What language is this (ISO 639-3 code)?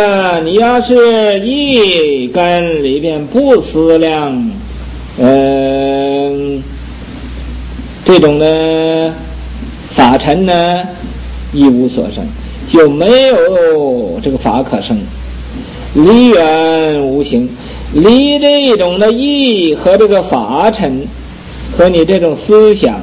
zho